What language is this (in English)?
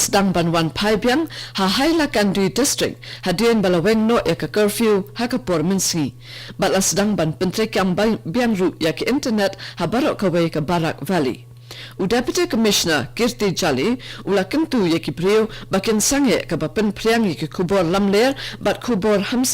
Khasi